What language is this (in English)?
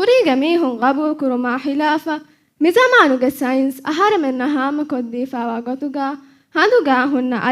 Divehi